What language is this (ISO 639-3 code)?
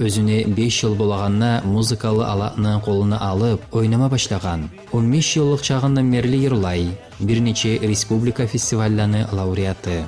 kum